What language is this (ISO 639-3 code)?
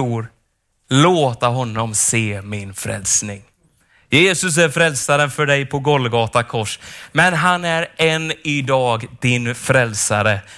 swe